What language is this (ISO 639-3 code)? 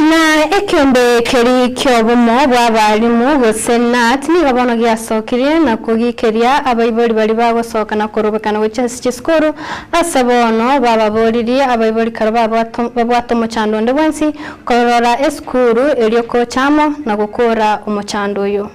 guz